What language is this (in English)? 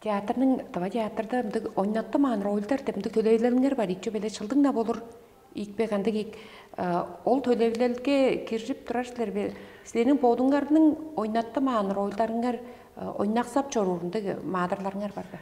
Tuvinian